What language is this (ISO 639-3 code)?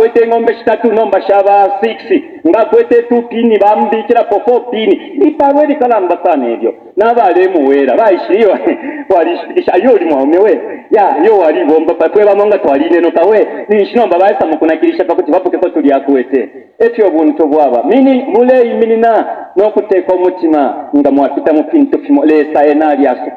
bem